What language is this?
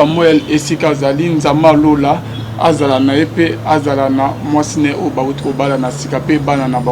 Lingala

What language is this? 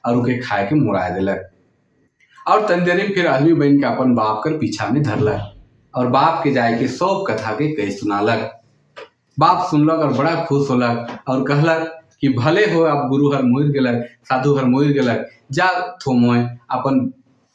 Sadri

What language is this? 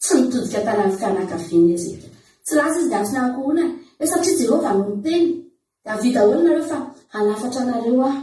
Malagasy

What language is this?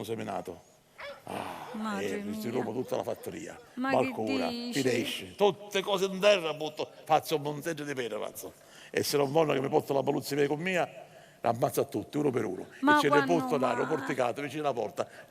Sicilian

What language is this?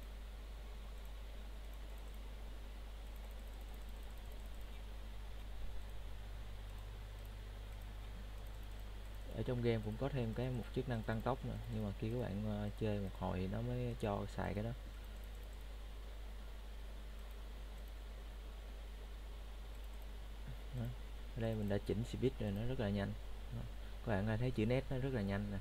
Vietnamese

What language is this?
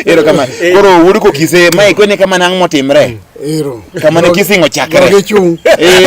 Luo (Kenya and Tanzania)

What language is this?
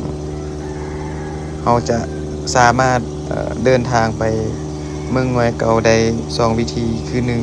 Lao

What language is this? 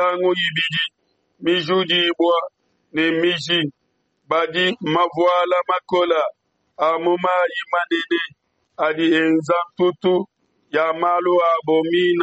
Luba-Lulua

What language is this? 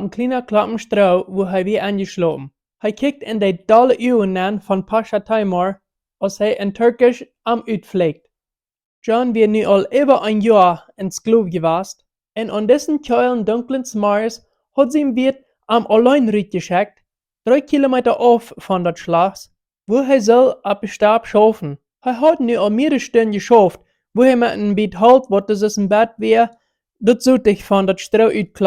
Plautdietsch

